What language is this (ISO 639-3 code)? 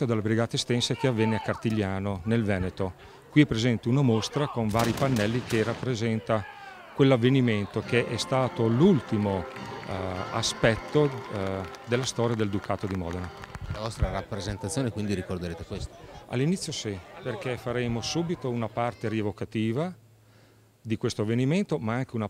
ita